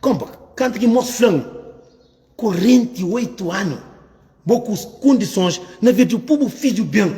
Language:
Kabuverdianu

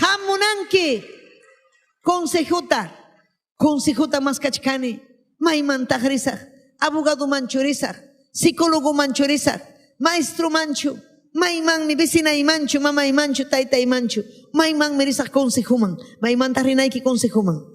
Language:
Ayacucho Quechua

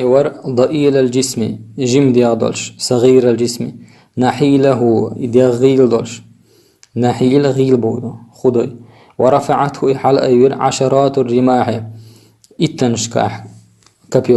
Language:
Chechen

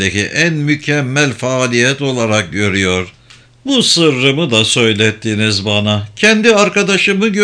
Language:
Turkish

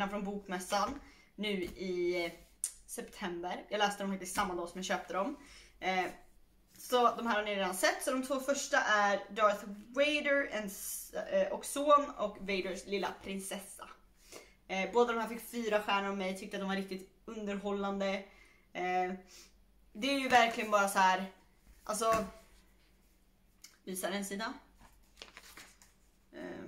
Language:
Swedish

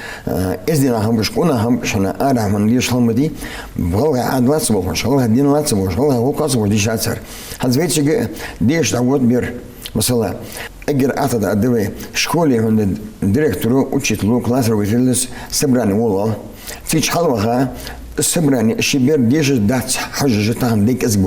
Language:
Ingush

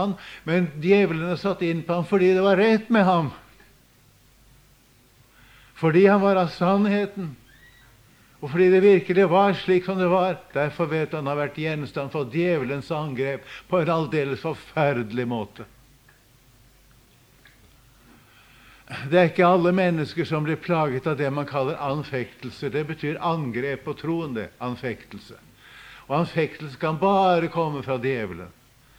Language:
Norwegian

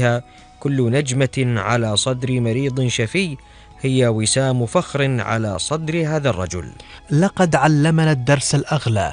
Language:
Arabic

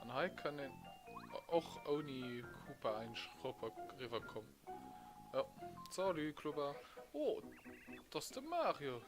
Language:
Luxembourgish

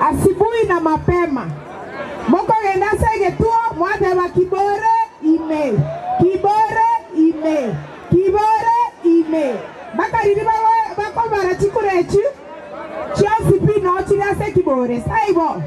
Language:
Gusii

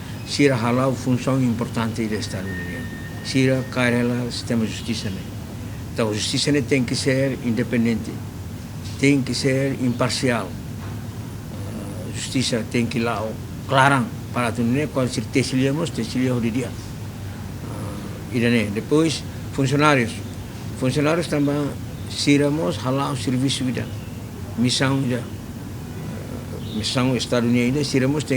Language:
Tetum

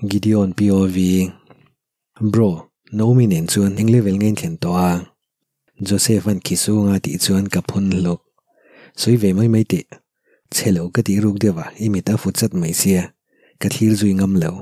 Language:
Mizo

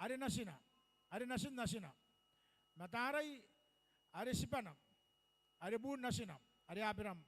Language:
Gilbertese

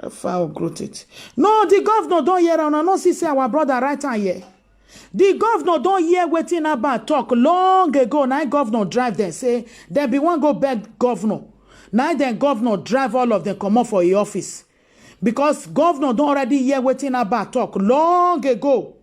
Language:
Nigerian Pidgin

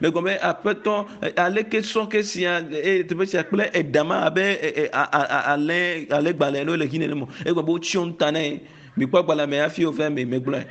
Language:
Ewe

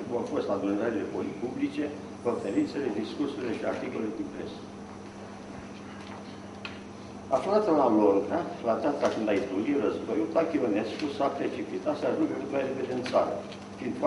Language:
Romanian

